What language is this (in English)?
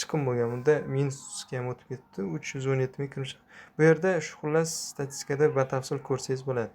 Uzbek